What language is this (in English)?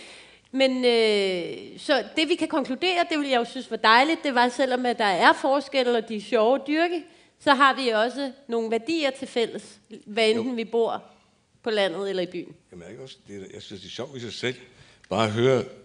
Danish